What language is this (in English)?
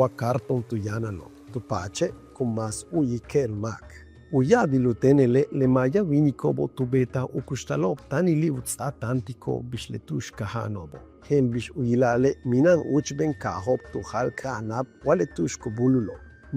Yucateco